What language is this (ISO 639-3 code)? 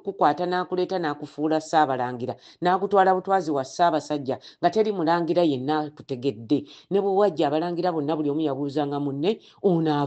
lug